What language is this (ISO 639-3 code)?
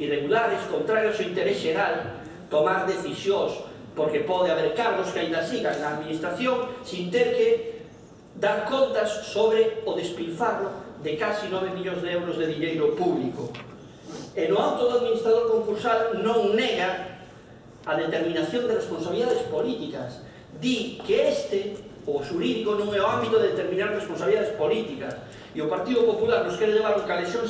glg